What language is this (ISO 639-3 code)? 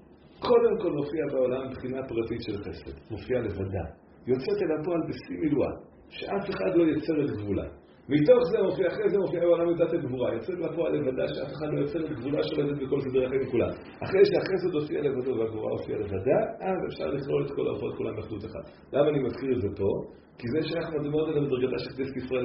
heb